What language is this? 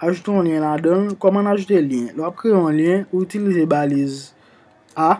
Haitian Creole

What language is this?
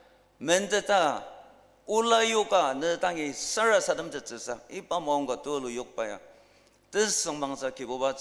Ao Naga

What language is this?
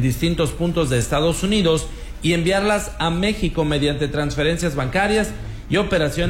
Spanish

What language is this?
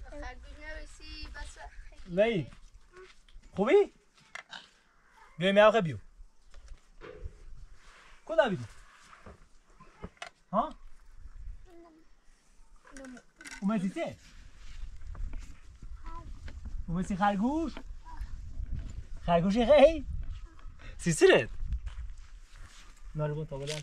Persian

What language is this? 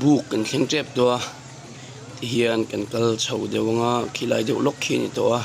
Mizo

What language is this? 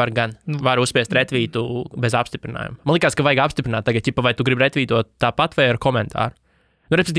Latvian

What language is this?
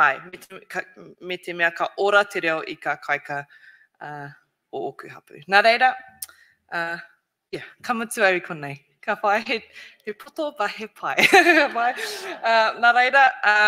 Māori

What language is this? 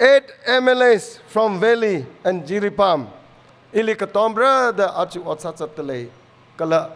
Tangkhul Naga (India)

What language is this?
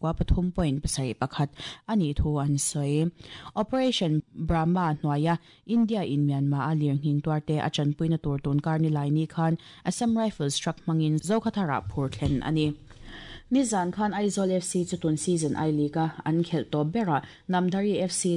Mizo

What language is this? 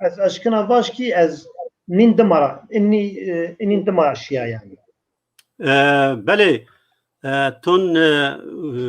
Zaza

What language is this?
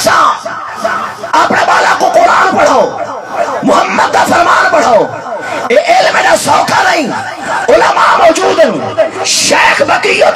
Saraiki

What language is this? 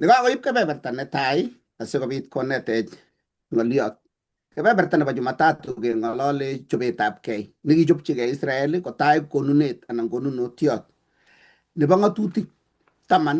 Kalenjin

